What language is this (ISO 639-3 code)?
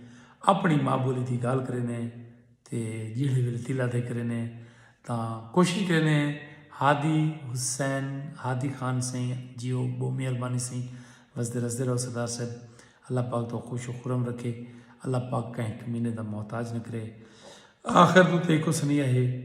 skr